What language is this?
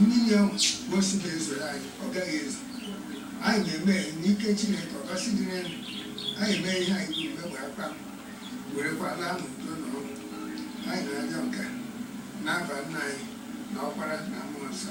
Igbo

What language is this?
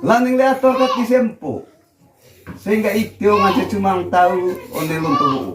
Manggarai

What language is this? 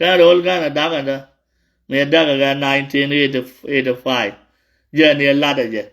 Nuer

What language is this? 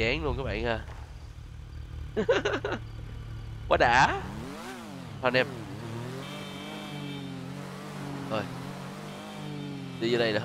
Vietnamese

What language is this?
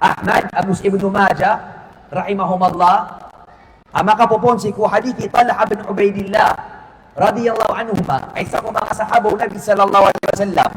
Maranao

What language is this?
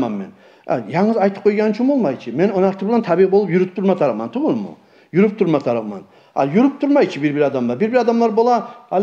Kumyk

